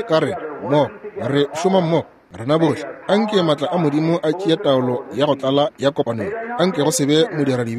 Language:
Northern Sotho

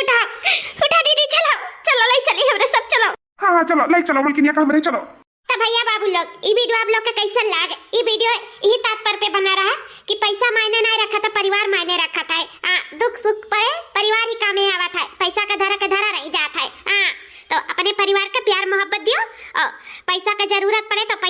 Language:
Awadhi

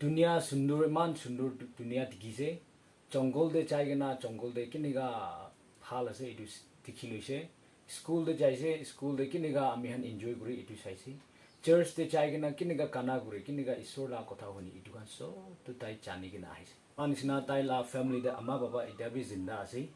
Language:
Naga Pidgin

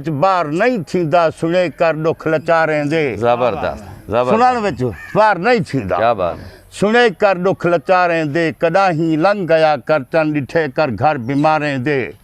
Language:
Saraiki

